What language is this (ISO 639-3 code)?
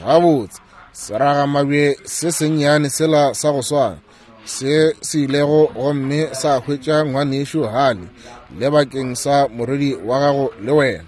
nso